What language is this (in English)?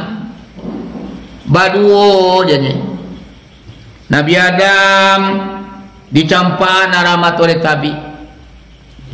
Minangkabau